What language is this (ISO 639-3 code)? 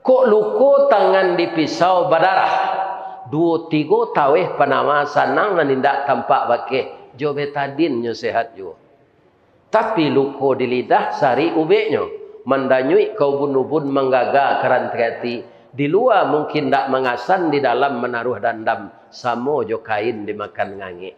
min